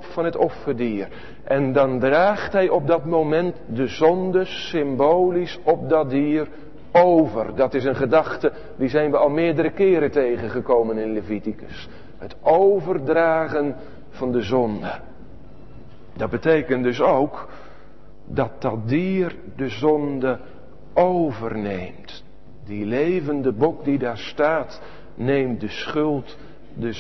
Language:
Dutch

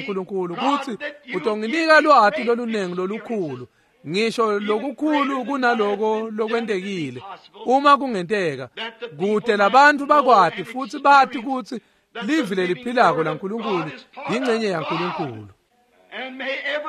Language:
Swati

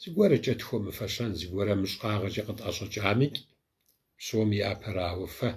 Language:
Kabardian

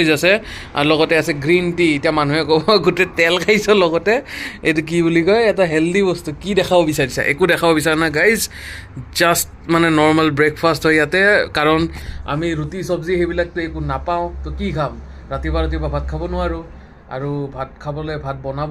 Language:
Assamese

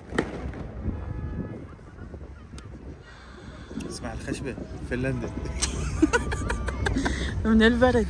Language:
Arabic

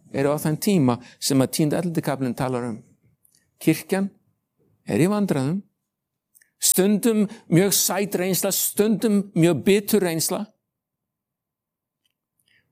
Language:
Icelandic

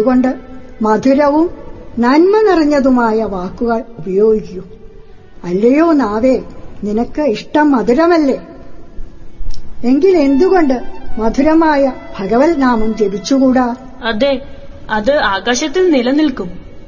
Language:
Malayalam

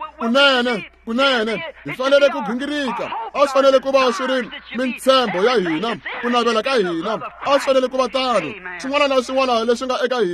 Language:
Tsonga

